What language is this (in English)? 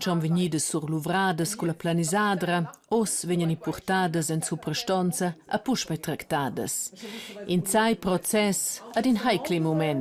Romansh